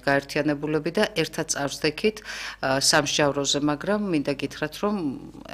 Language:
Georgian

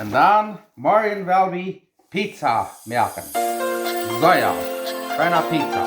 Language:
Plautdietsch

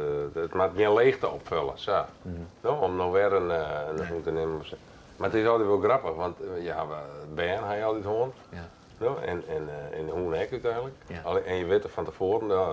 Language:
Western Frisian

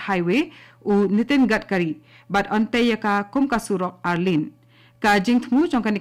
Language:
Khasi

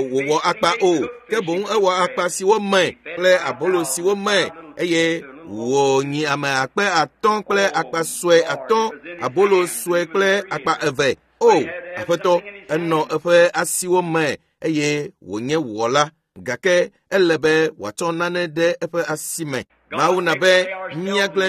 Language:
Ewe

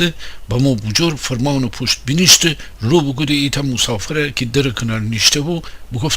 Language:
Gilaki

